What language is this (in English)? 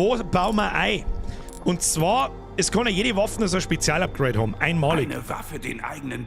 Bavarian